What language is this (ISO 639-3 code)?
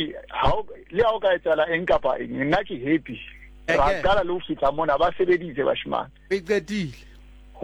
sot